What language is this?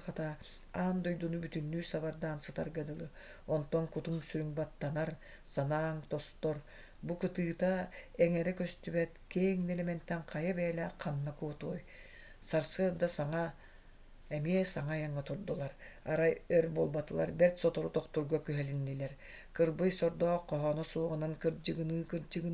Yakut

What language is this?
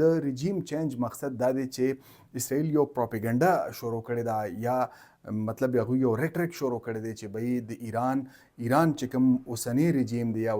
Pashto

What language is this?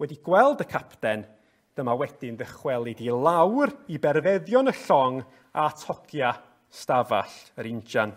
Welsh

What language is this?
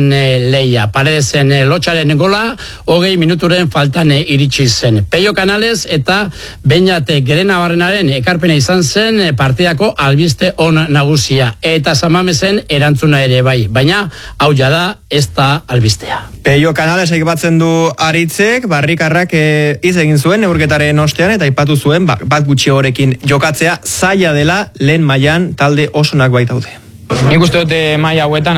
Basque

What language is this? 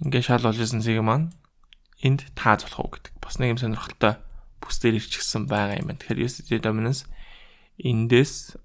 Mongolian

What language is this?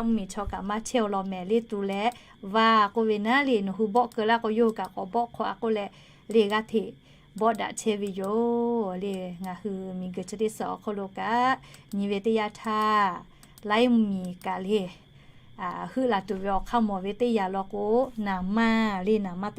Lahu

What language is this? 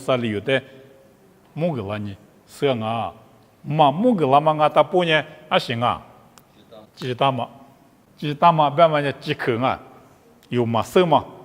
Lisu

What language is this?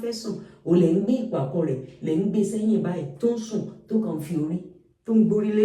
Yoruba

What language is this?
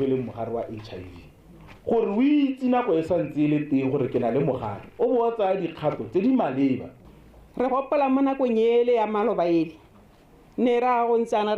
Tswana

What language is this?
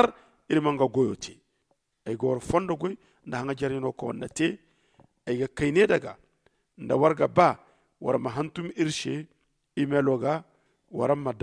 Zarma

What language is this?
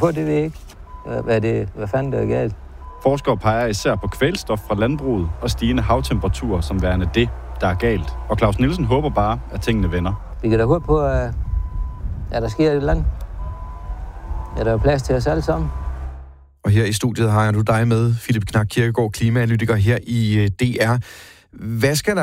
Danish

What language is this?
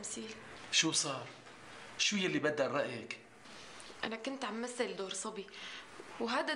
North Levantine Arabic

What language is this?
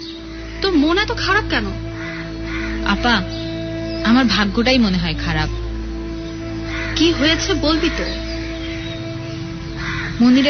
Bangla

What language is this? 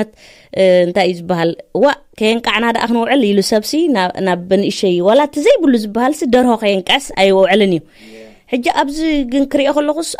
Tigrinya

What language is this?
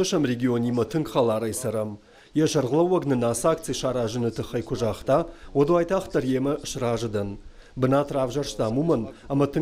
Ossetic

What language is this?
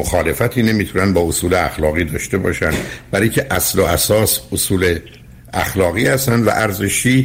Persian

